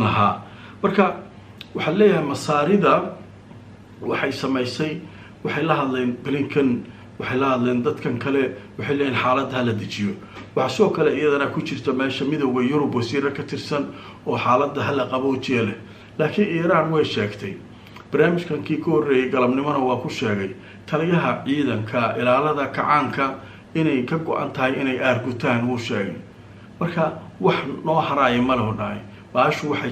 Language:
Somali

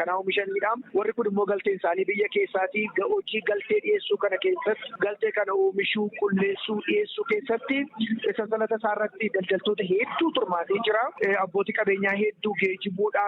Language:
Oromo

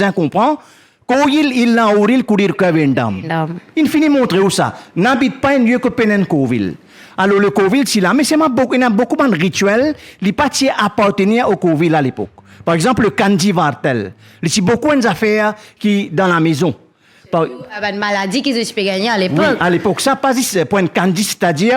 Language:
Morisyen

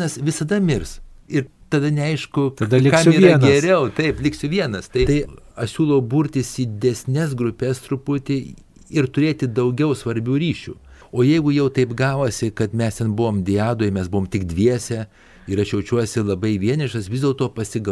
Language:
Lithuanian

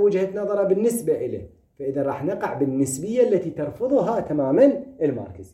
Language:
Moroccan Arabic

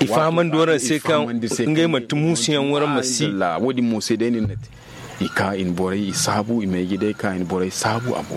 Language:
Zarma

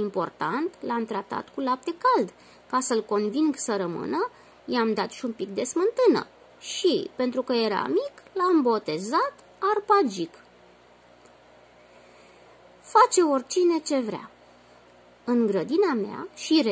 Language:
Romanian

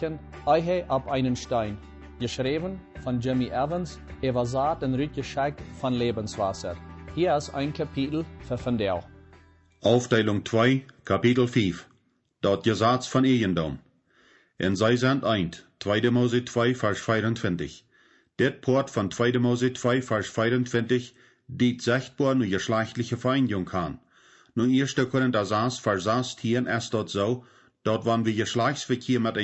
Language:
Plautdietsch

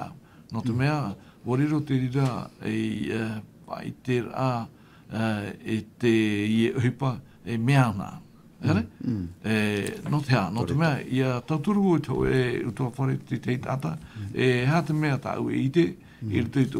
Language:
Tahitian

